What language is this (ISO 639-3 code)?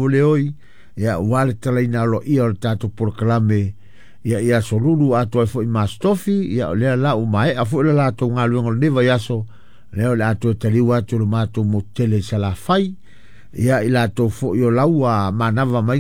smo